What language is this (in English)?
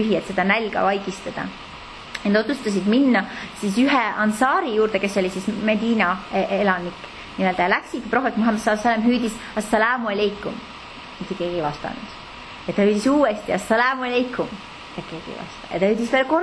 Estonian